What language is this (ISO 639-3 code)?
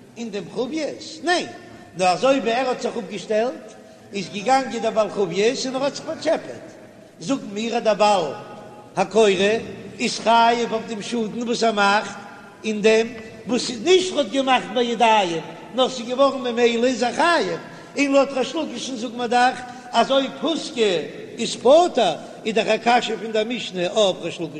yid